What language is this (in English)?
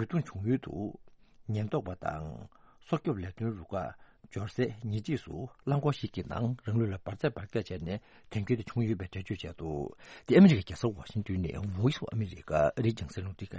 Tibetan